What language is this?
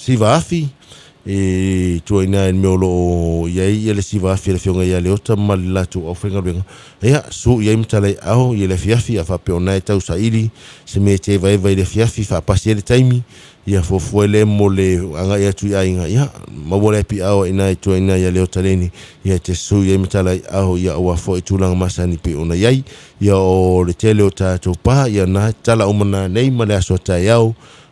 Samoan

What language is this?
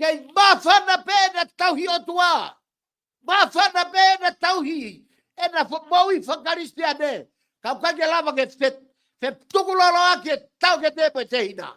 Tongan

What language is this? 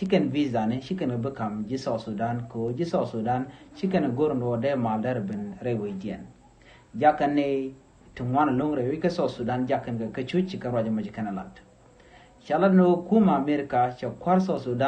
Nuer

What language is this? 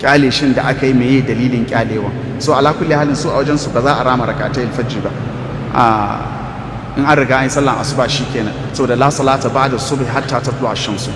Hausa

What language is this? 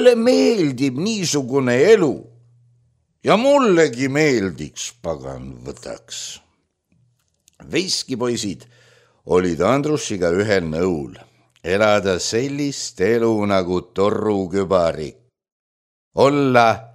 Estonian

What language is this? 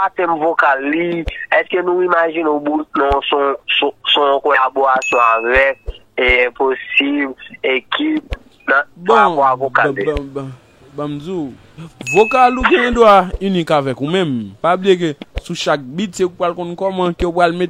Haitian Creole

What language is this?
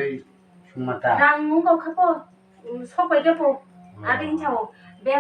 Kok Borok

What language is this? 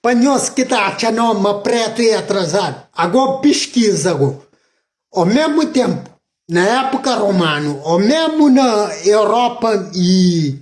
Kabuverdianu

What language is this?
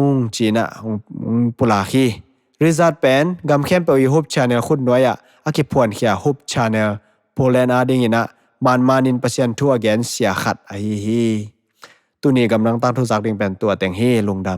Tedim Chin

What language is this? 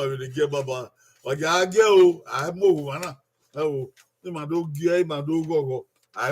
Bini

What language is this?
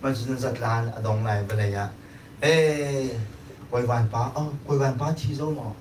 Hakha Chin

